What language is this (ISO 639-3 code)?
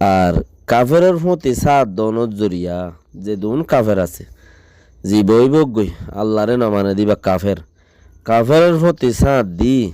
rhg